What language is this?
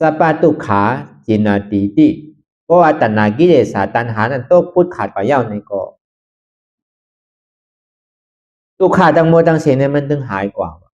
Shan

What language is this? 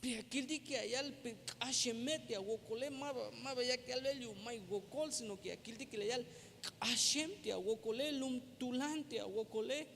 Tzeltal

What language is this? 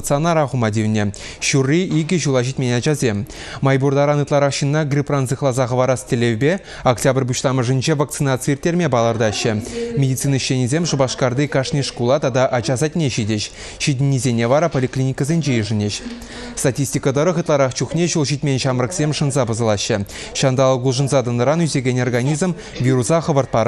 Chuvash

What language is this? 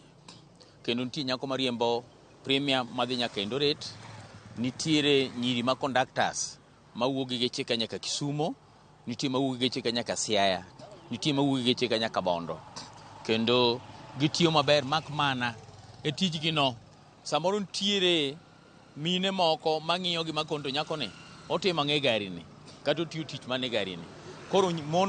Luo (Kenya and Tanzania)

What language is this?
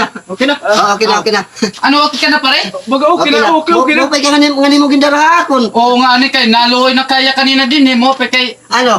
Waray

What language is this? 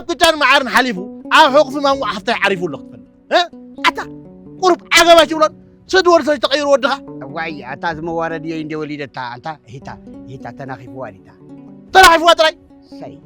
Tigrinya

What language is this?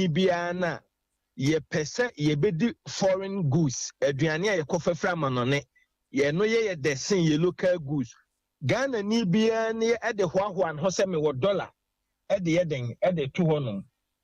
Akan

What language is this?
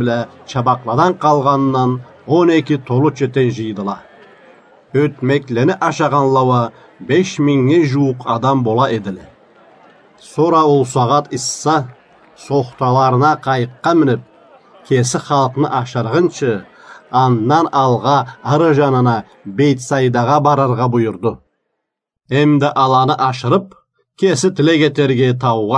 Karachay-Balkar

